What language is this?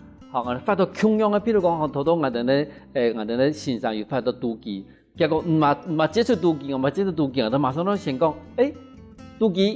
Hakka Chinese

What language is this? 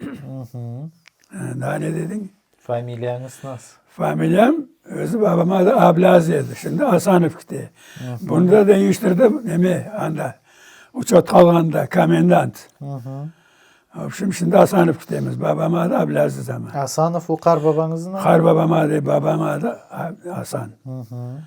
Crimean Tatar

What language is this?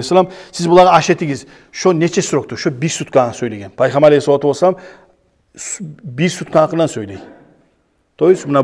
Kumyk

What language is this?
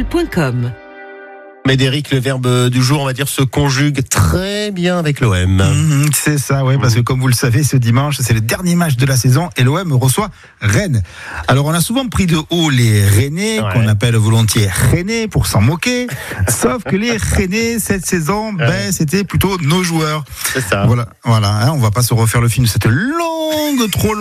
French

